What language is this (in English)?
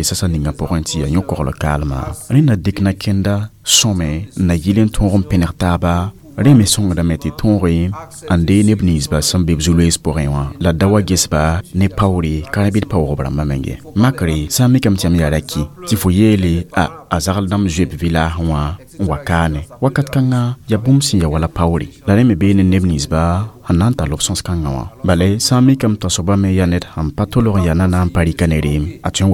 Mossi